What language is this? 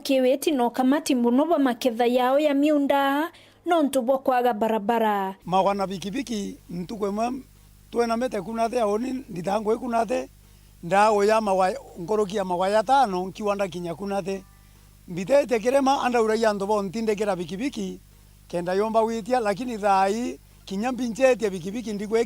Meru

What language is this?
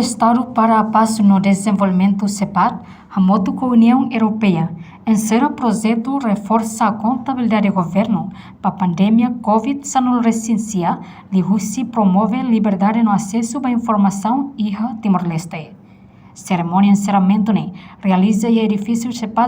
Tetum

